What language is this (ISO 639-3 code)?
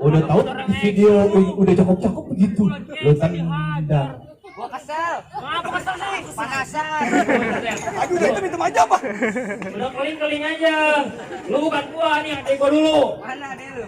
bew